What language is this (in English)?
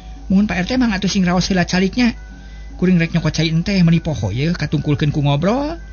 Sundanese